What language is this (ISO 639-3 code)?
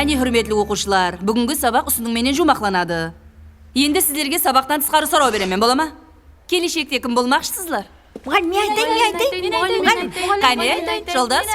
kaa